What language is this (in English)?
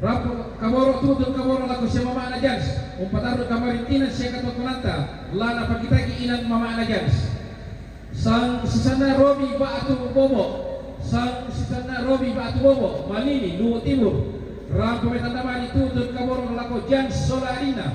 Toraja-Sa'dan